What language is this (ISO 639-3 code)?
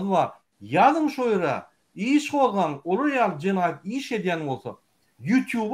tuk